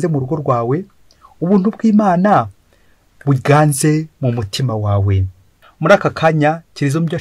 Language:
Kinyarwanda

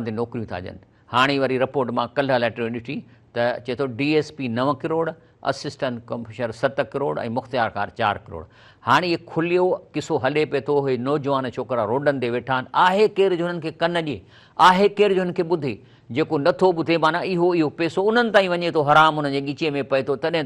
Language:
Sindhi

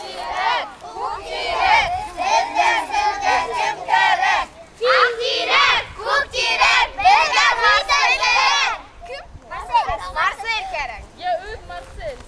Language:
Bashkir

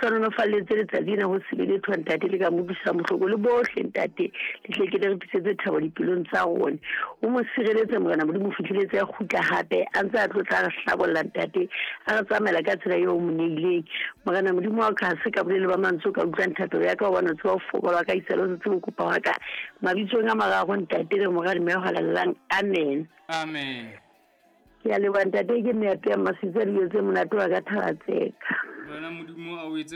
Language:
Southern Sotho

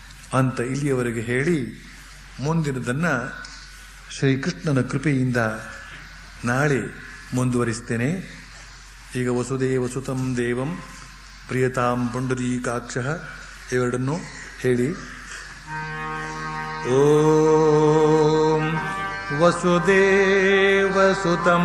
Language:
Kannada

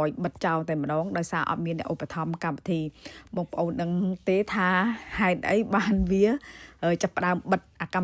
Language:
Khmer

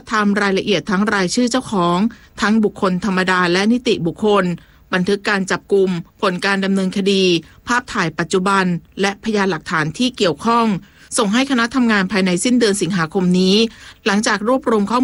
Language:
Thai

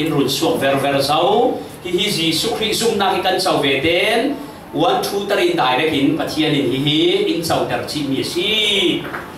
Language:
Falam Chin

